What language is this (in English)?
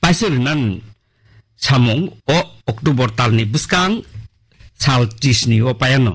Kok Borok